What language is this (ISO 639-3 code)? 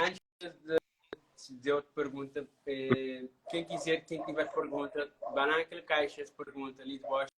kea